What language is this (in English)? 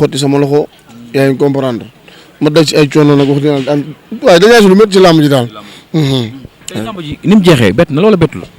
Wolof